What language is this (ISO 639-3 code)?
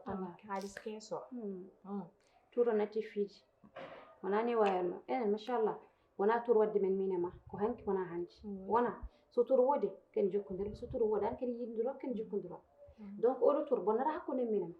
ful